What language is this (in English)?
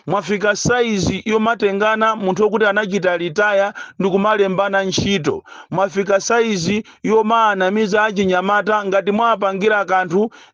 Nyanja